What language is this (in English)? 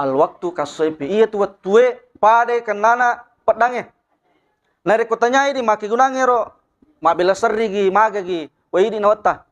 Buginese